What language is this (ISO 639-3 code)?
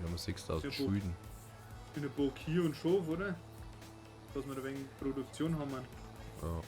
bar